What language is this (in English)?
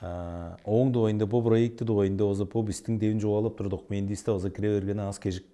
Tuvinian